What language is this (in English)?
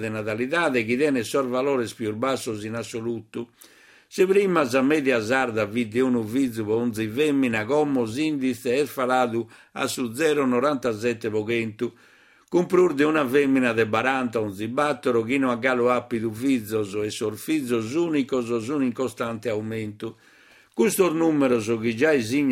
Sardinian